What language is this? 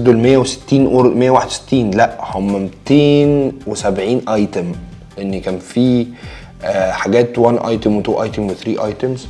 Egyptian Arabic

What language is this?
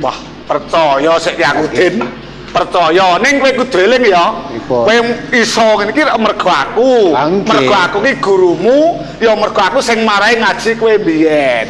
Javanese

